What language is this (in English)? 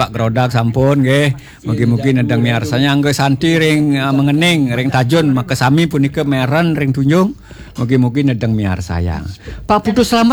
Balinese